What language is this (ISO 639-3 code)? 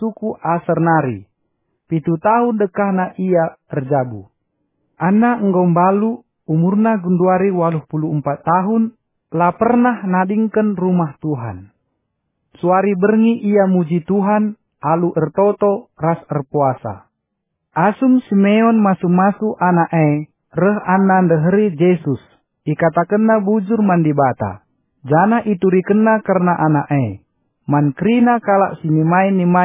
btx